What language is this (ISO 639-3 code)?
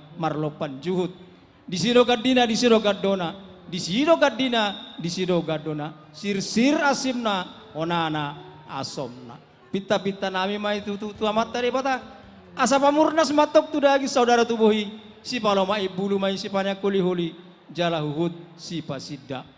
bbc